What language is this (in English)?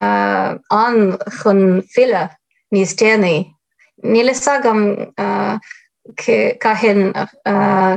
Irish